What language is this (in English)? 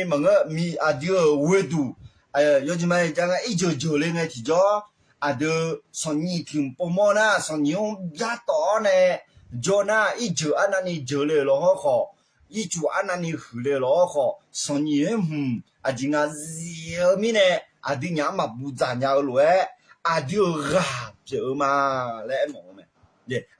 Akha